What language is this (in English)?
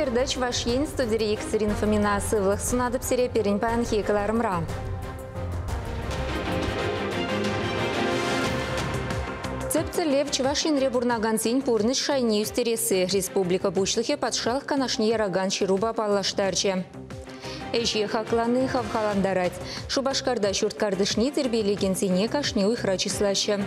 Chuvash